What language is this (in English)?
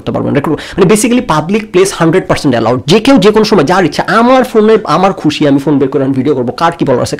Bangla